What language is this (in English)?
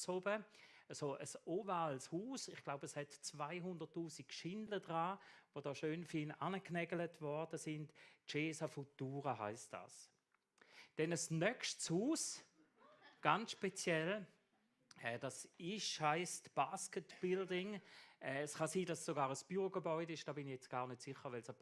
Swiss German